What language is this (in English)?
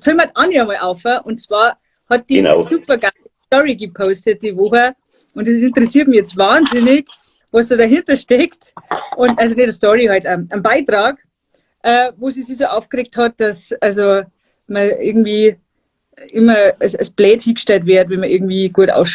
Bavarian